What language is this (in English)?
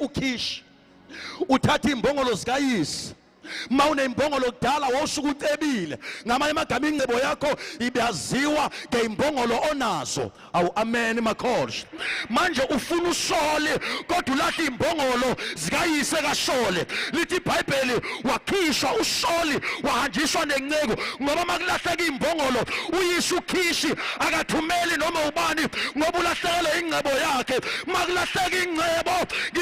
Zulu